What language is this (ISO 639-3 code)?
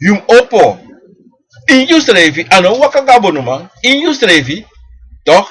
srn